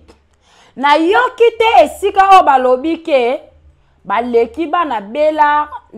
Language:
Lingala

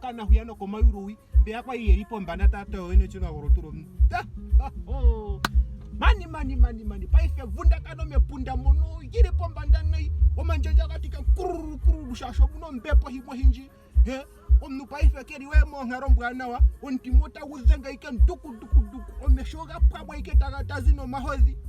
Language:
Ndonga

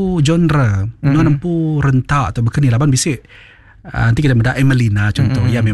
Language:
Iban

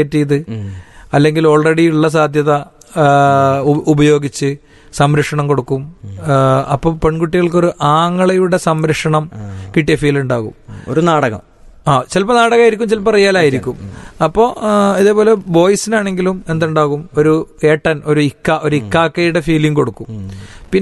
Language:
Malayalam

